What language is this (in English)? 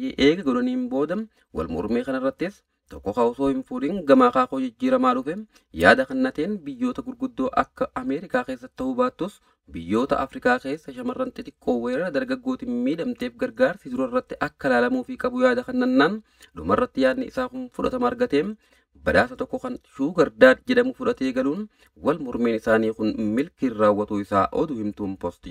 Oromo